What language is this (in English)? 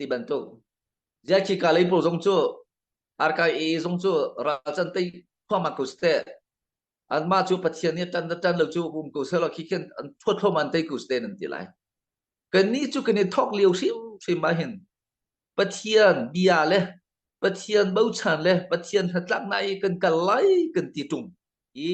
Hakha Chin